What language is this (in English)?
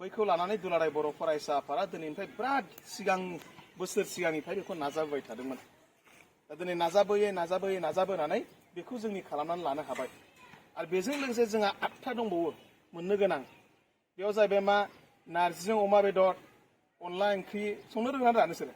Bodo